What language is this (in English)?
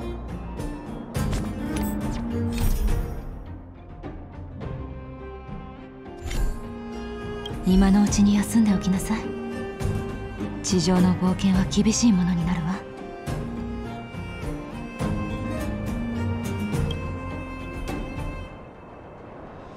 Japanese